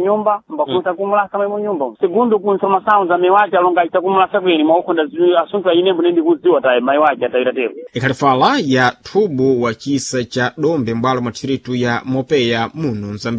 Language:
Sena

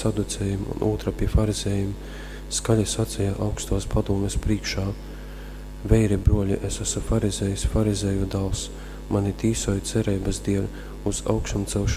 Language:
Latgalian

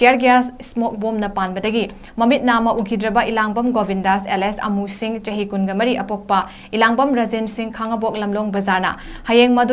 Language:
Manipuri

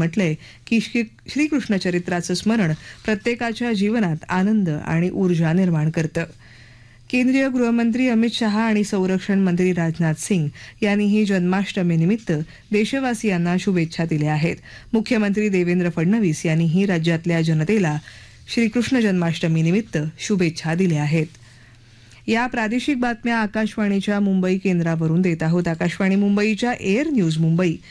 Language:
Marathi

